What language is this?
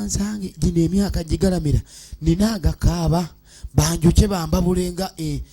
Ganda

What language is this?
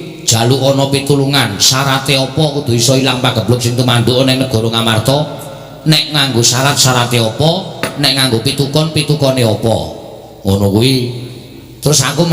Javanese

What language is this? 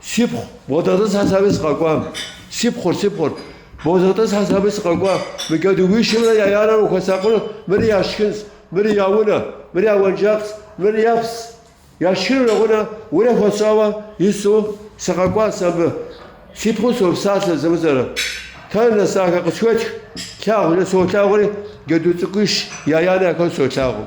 Kabardian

